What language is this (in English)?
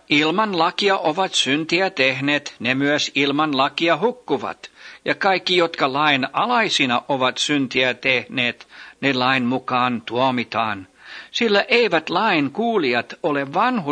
Finnish